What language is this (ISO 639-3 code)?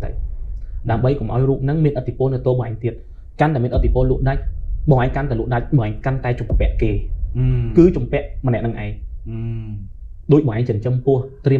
khm